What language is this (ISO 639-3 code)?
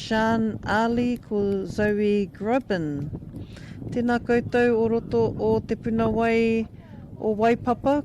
mri